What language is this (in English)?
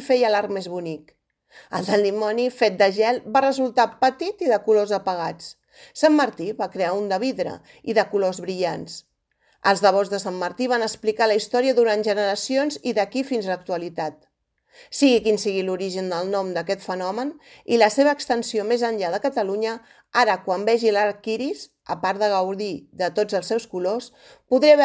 Catalan